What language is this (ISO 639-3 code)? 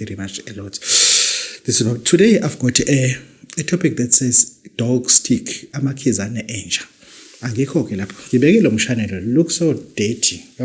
zul